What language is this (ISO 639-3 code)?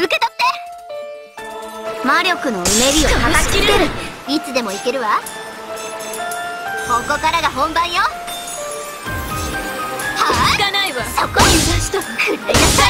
jpn